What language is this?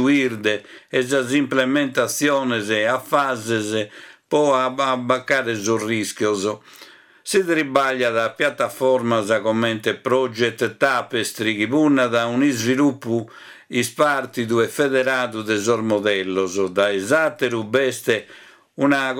Sardinian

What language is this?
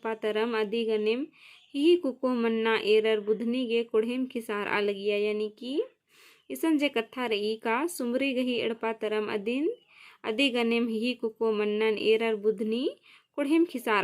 Kurukh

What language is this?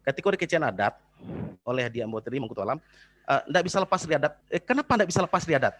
Minangkabau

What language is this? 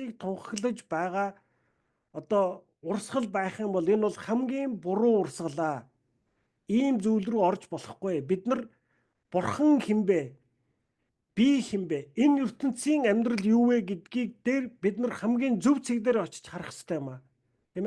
Mongolian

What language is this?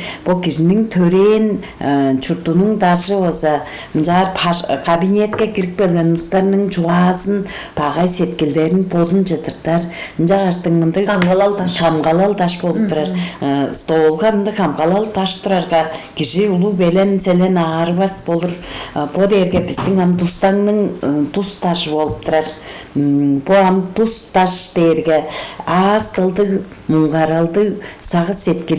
Tuvinian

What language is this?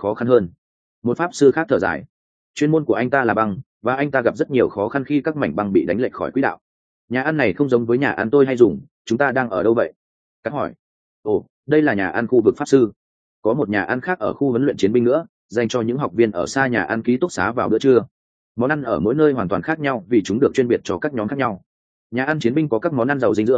Vietnamese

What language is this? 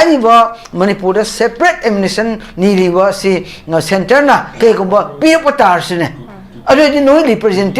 Manipuri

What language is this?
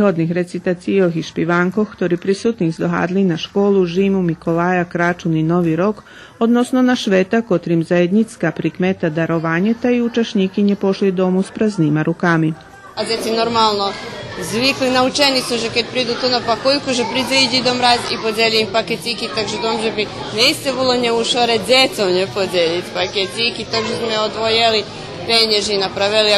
Rusyn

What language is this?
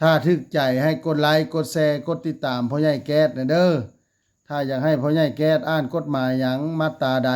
Lao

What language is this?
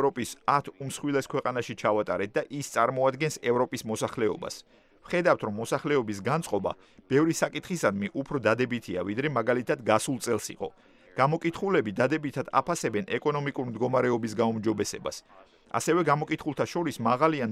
Georgian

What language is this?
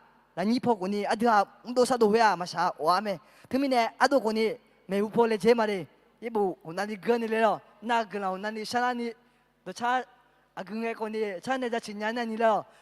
Akha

